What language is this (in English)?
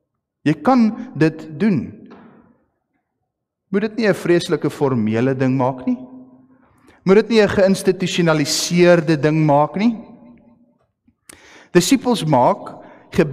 Afrikaans